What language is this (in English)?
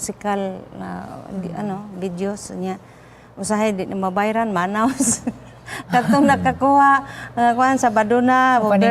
Cebuano